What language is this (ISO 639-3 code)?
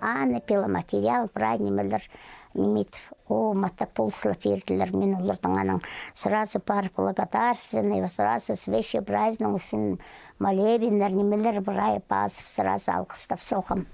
kjh